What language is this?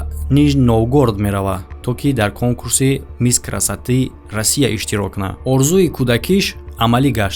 Tajik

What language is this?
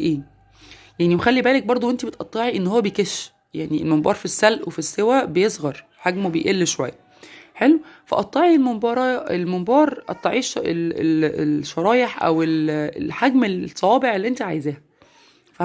Egyptian Arabic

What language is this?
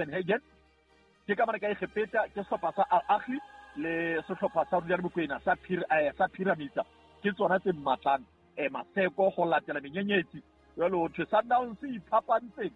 Southern Sotho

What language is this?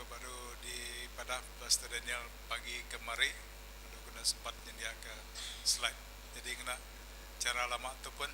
Iban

